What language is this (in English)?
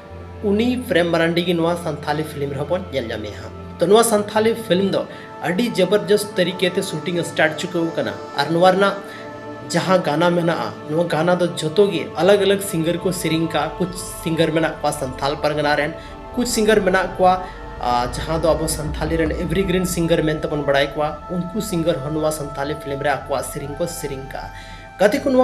Santali